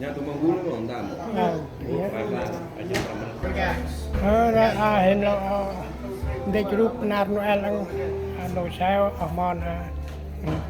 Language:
Central Mnong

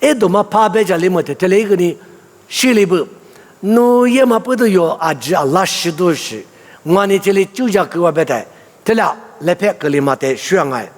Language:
Lisu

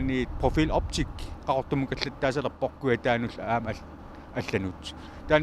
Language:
Kalaallisut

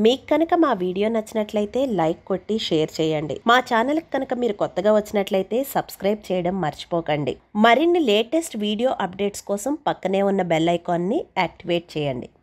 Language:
Telugu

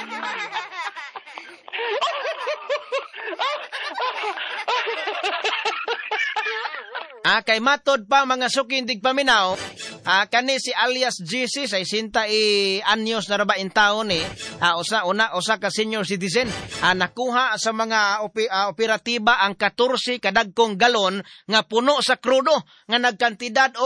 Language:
Cebuano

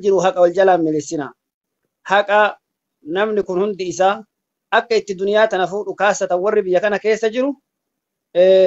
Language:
Oromo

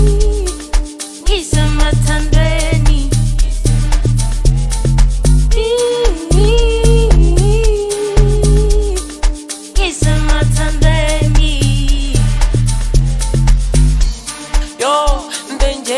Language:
Zulu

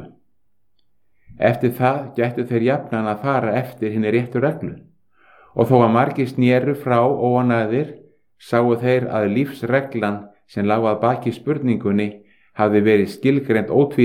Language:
Icelandic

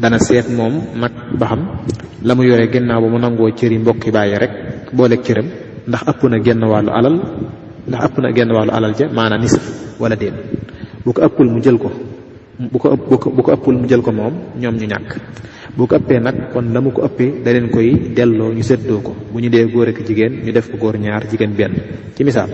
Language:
Wolof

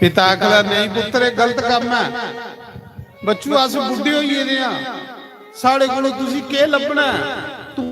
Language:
Dogri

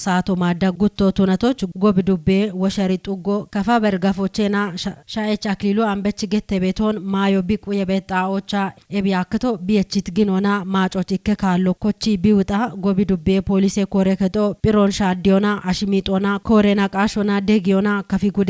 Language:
Kafa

